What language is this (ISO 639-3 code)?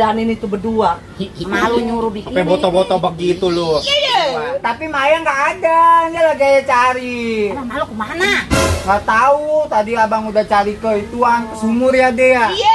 bew